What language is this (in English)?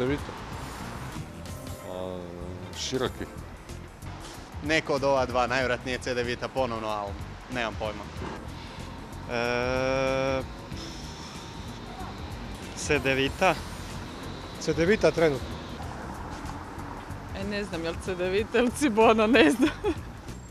Croatian